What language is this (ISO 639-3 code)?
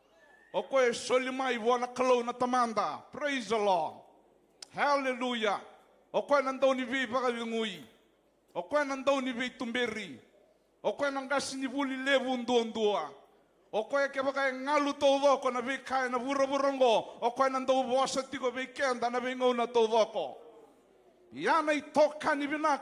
fij